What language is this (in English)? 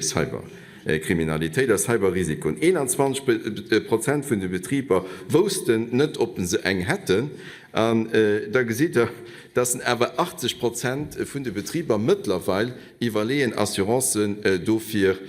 Luxembourgish